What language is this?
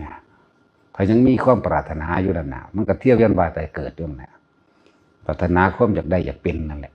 Northeastern Thai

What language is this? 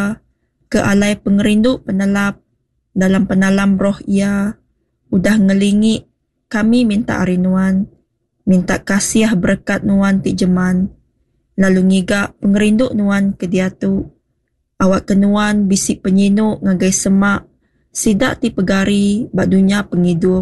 Iban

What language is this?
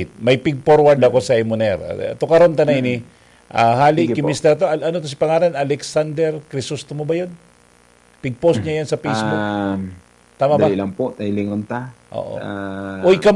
Bikol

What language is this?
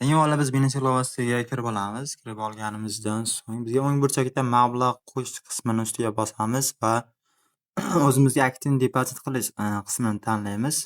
Uzbek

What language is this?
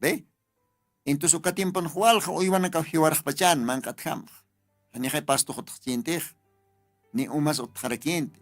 Aymara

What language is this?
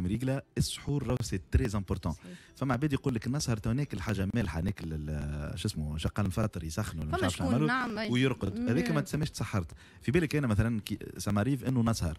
Tunisian Arabic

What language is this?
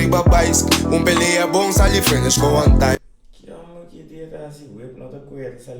Papiamento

